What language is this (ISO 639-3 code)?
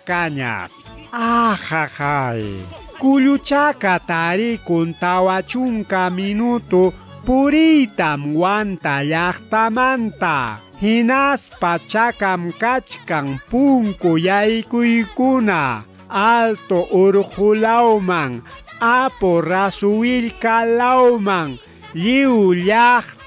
quy